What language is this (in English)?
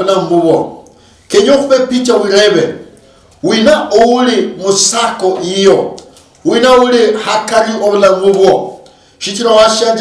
Luyia